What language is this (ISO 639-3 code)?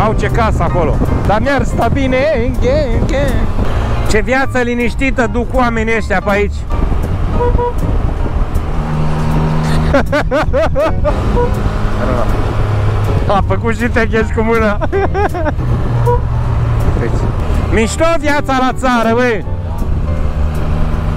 ron